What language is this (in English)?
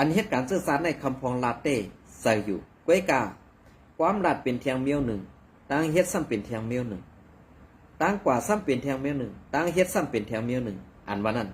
Shan